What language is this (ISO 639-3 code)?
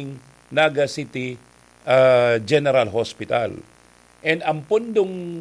bik